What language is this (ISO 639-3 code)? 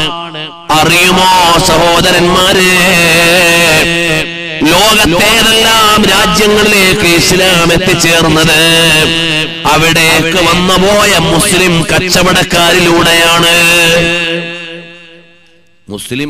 mal